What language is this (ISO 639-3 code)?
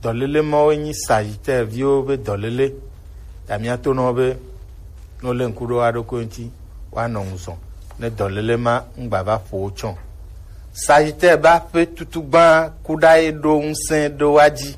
gej